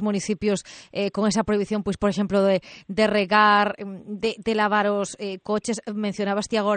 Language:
Galician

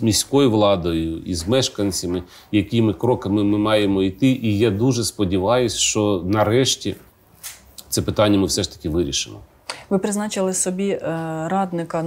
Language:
Ukrainian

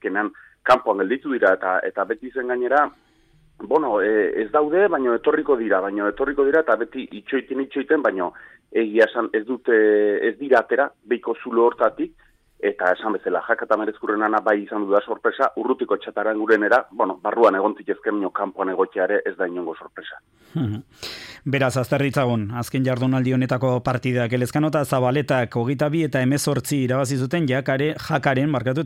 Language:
Basque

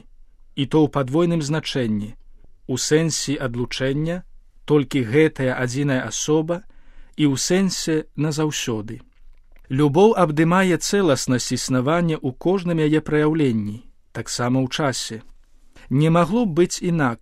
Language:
Belarusian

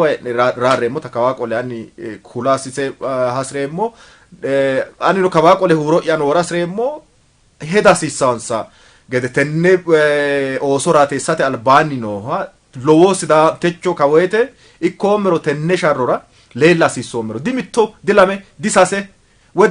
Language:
Sidamo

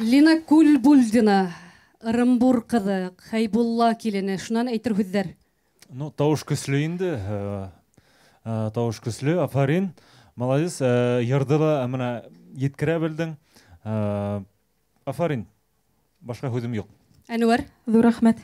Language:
Bashkir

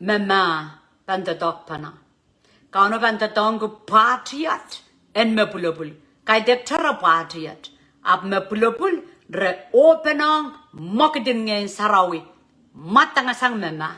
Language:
Pohnpeian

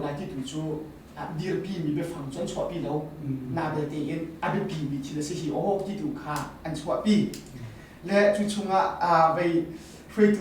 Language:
Hakha Chin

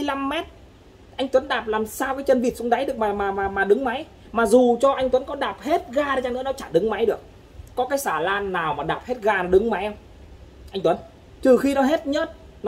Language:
Vietnamese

